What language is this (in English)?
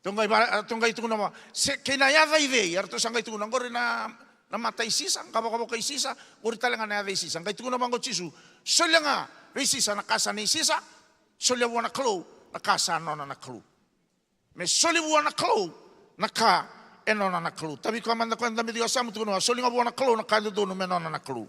Fijian